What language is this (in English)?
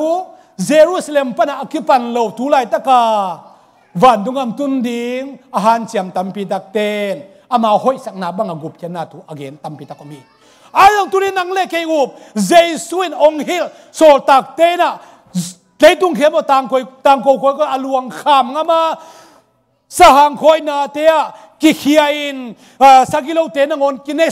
Tedim Chin